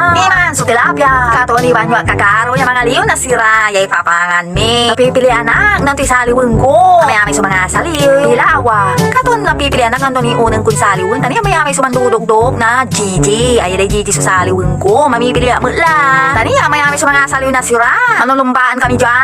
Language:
Pangasinan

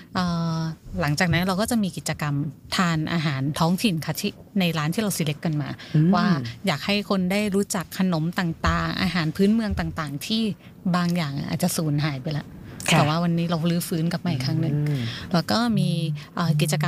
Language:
Thai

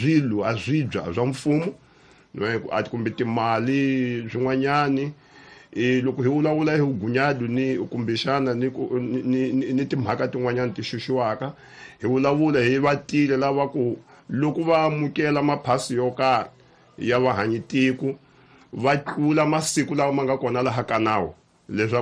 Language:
Tsonga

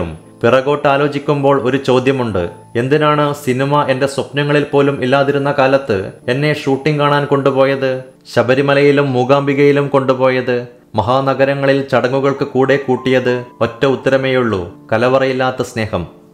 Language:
Malayalam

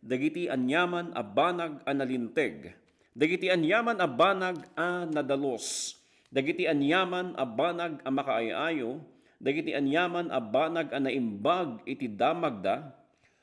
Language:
Iloko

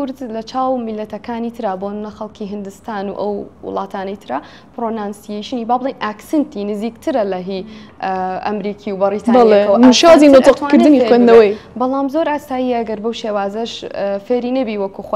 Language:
Central Kurdish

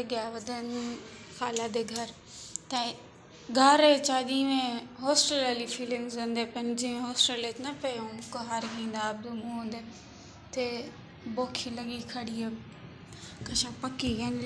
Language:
Saraiki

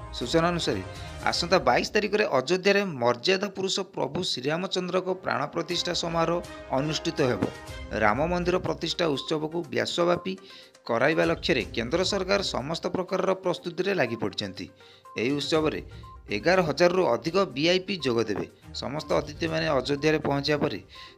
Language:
Odia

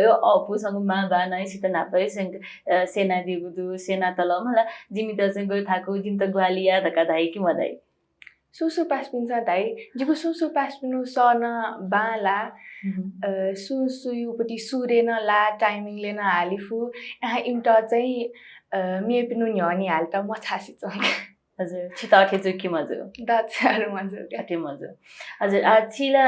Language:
Newari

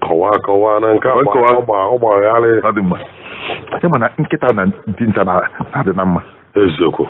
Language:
Igbo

